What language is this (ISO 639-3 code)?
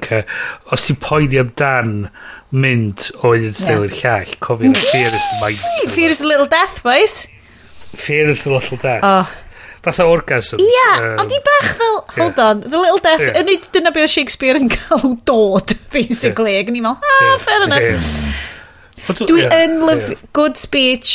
cym